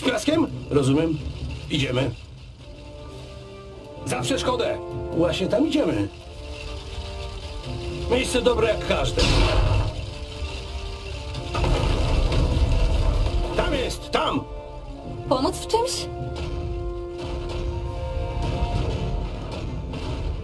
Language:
Polish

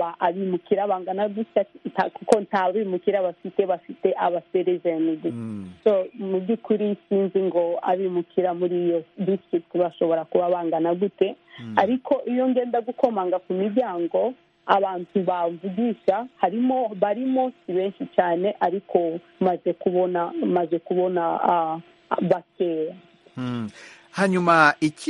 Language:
Kinyarwanda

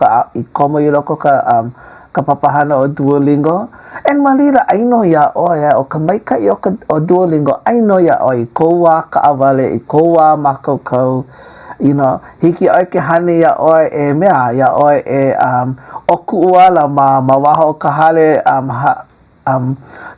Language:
Hawaiian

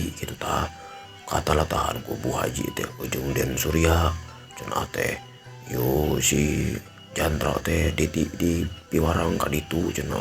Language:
Sundanese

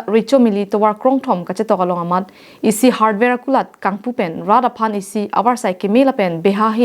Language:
Karbi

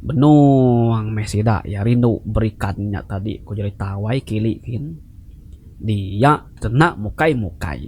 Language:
Iban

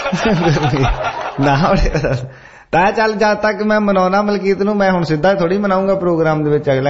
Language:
Punjabi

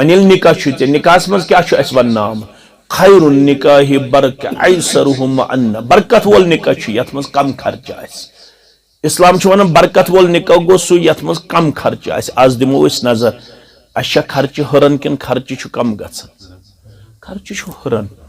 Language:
Kashmiri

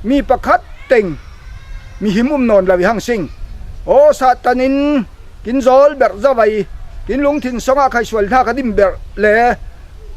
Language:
Falam Chin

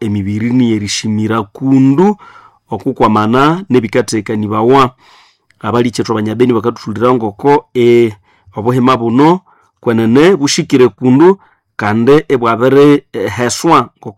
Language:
Nande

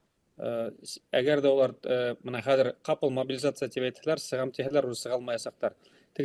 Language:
Bashkir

